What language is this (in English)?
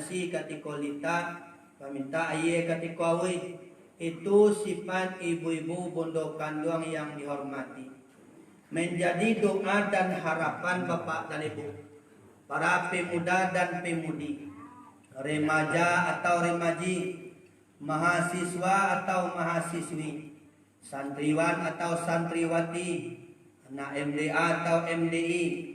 Minangkabau